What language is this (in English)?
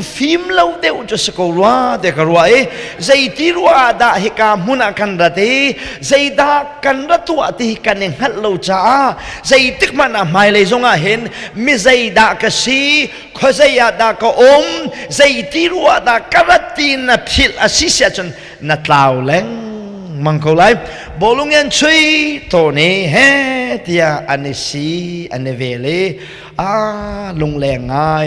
Hakha Chin